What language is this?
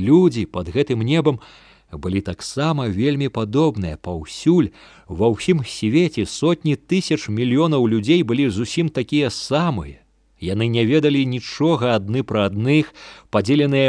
Belarusian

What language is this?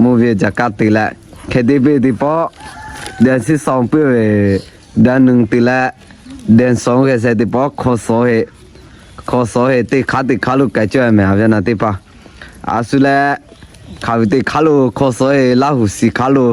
Lahu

